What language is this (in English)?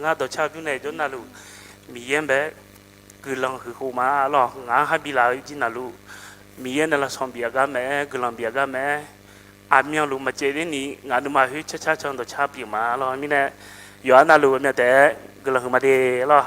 Akha